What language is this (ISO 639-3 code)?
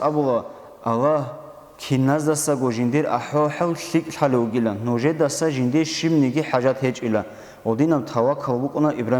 ava